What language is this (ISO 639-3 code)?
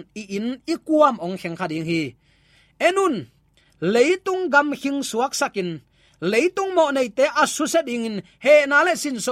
ctd